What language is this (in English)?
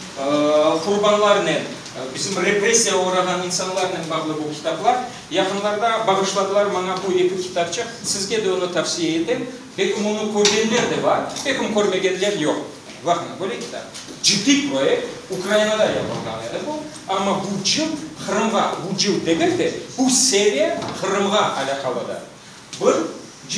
Crimean Tatar